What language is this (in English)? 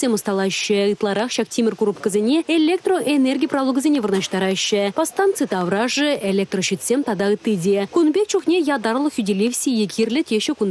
Chuvash